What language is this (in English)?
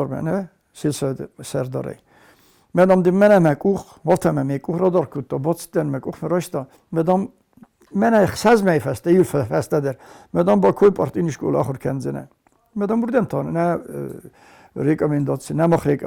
Ossetic